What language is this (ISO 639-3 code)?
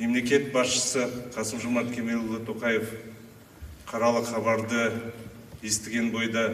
kaz